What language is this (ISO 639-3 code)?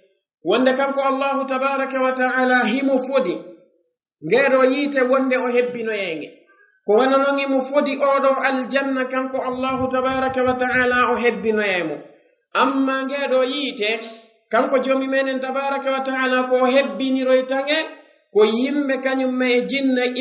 ful